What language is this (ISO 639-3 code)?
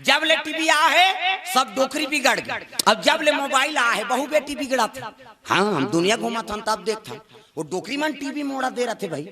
hne